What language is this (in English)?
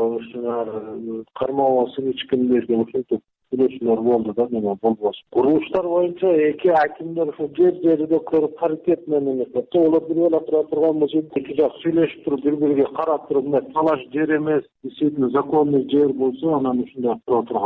Kyrgyz